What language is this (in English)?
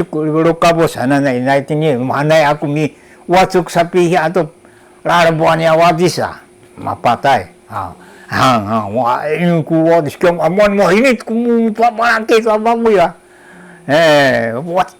Sakizaya